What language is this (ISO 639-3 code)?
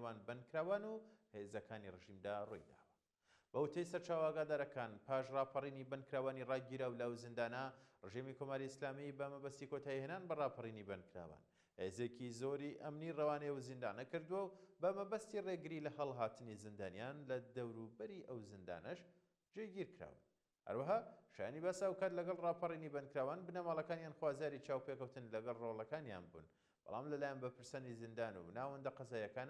ckb